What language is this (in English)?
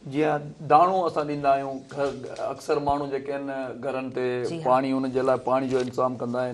Sindhi